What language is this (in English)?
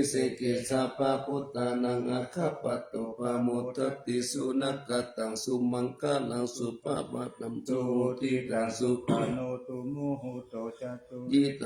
Pali